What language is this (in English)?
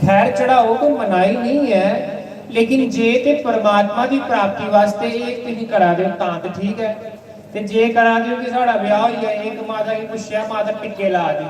Dogri